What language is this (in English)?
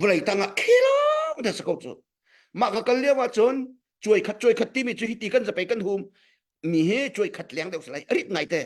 Hakha Chin